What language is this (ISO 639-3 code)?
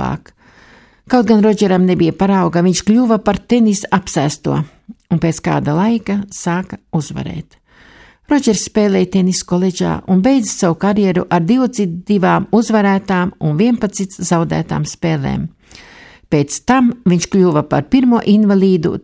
lav